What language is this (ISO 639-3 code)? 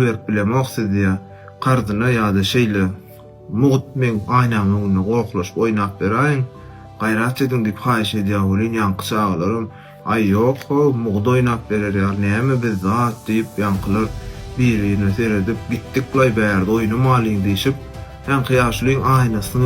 tuk